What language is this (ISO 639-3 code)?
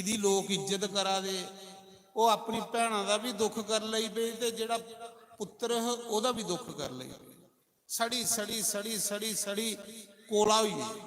doi